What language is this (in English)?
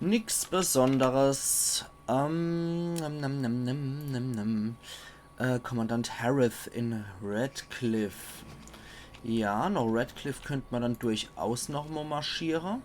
Palatine German